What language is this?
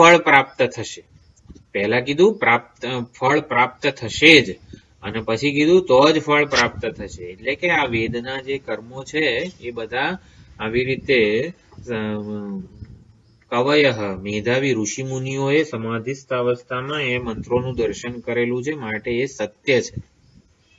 Gujarati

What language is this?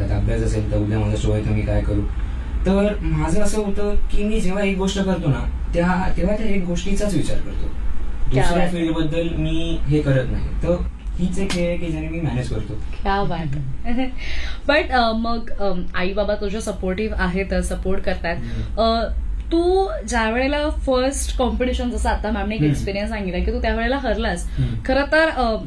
Marathi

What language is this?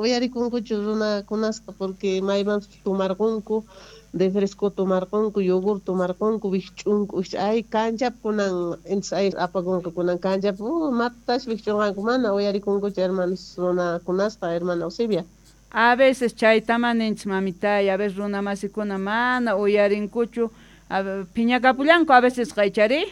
Quechua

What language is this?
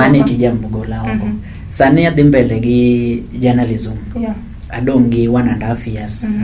Luo (Kenya and Tanzania)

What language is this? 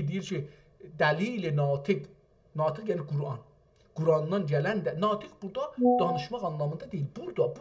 South Azerbaijani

